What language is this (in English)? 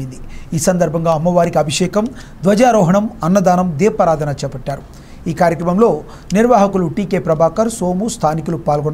Telugu